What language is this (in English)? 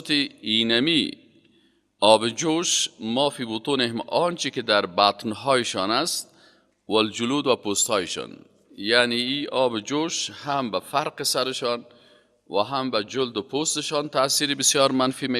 Persian